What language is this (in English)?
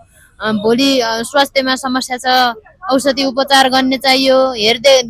Nepali